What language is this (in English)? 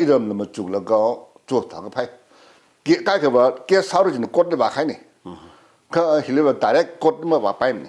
Tangkhul Naga (India)